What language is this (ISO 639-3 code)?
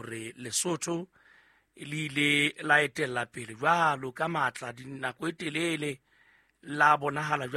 sot